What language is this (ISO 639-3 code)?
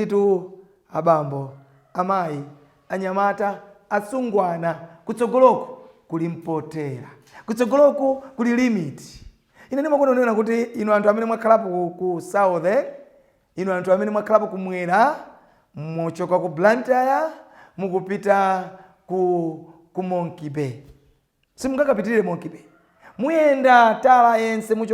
nya